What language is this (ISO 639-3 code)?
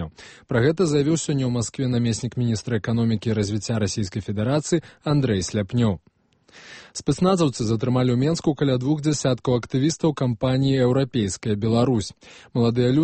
bel